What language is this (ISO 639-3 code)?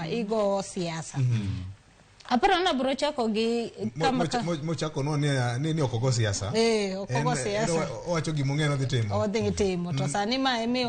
luo